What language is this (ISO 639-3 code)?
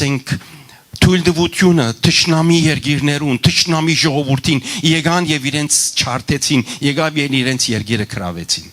hyw